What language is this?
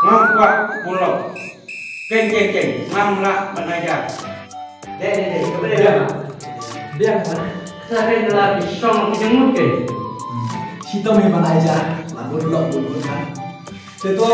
Khasi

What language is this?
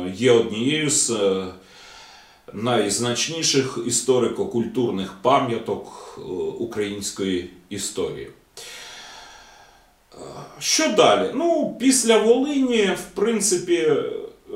Ukrainian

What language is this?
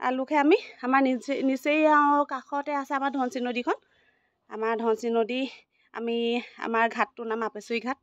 Assamese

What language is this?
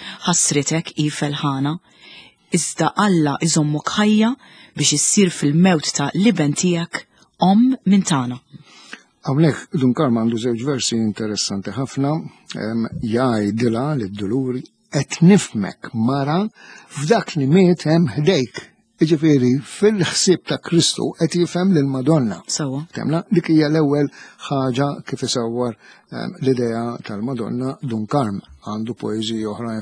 Maltese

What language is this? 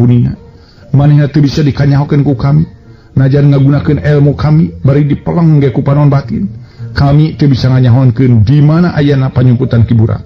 Sundanese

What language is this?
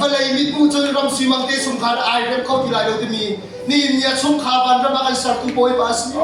Hakha Chin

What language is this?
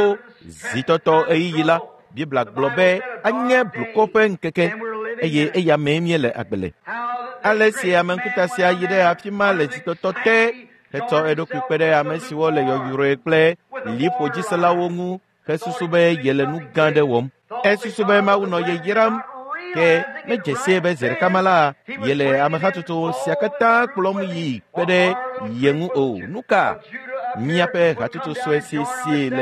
Ewe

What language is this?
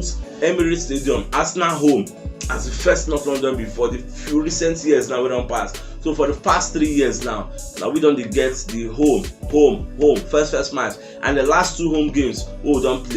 Nigerian Pidgin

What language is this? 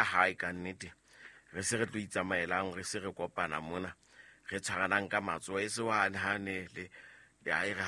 Southern Sotho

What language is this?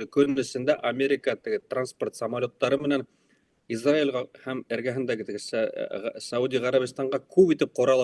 Bashkir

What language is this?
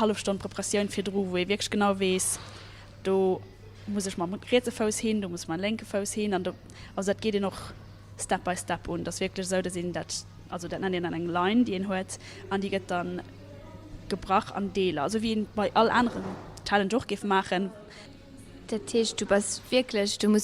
Luxembourgish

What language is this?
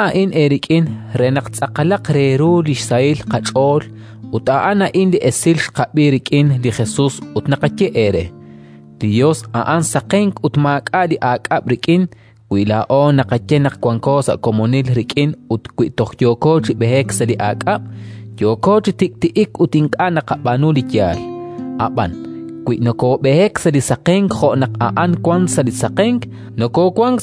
Kekchí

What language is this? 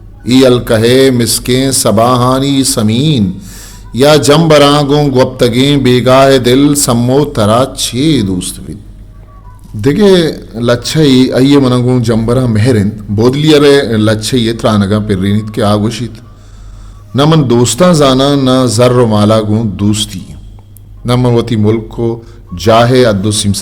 Eastern Balochi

